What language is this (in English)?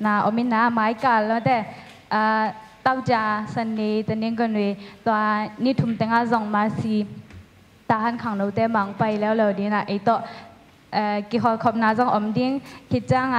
Tedim Chin